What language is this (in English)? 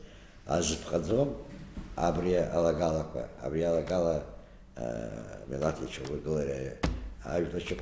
Abkhazian